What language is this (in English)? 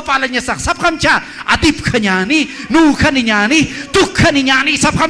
Aymara